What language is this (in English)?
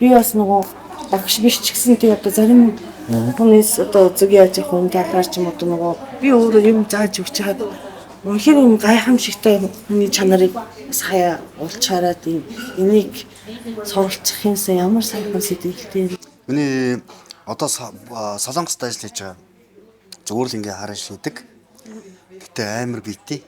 Mongolian